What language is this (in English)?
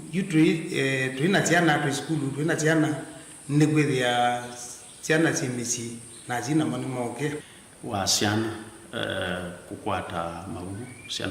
Kamba